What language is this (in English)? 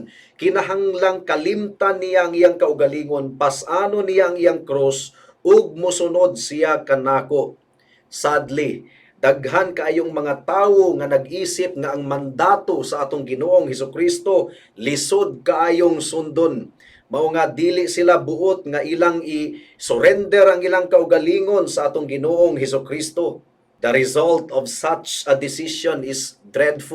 Cebuano